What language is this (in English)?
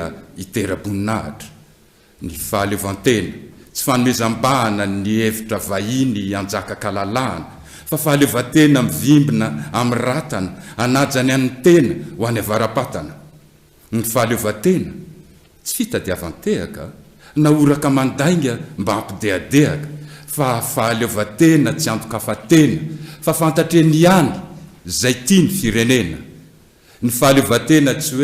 Malagasy